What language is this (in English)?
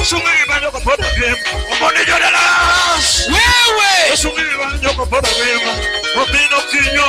Luo (Kenya and Tanzania)